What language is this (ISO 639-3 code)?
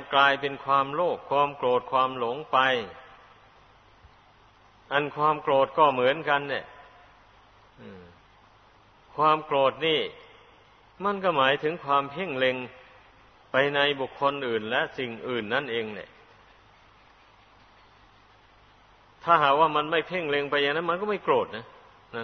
tha